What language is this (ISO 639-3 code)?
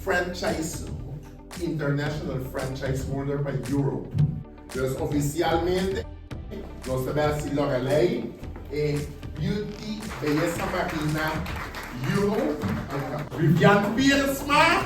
pap